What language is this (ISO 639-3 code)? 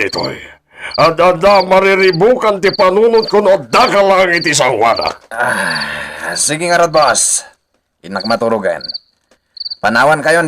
ilo